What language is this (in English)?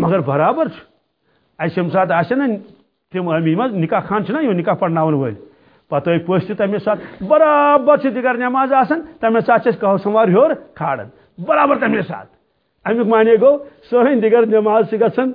Kashmiri